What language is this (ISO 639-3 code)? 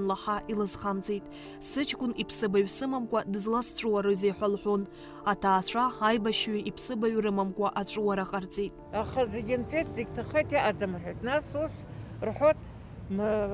abk